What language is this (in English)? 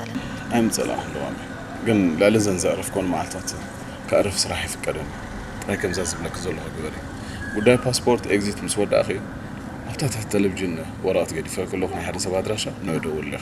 Tigrinya